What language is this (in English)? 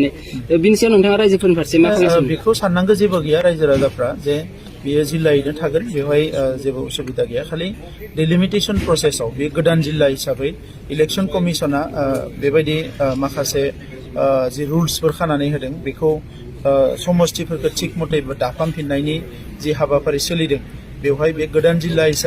Bodo